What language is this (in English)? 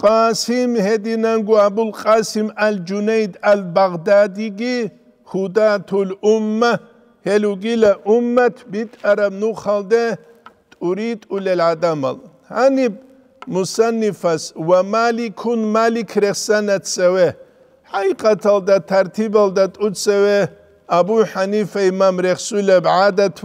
Avaric